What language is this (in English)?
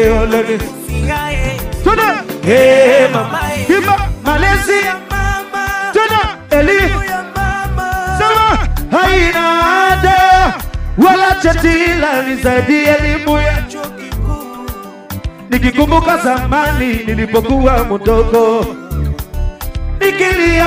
Swahili